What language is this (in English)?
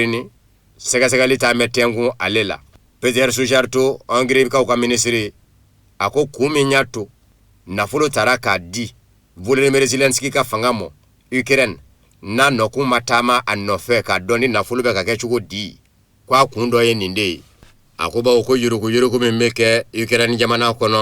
Bambara